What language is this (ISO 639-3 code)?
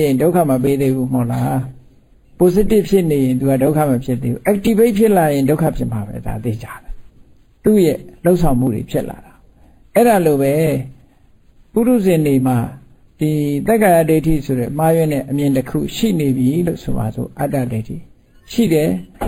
mya